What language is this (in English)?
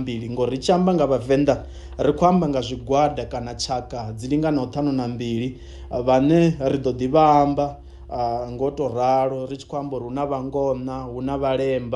Venda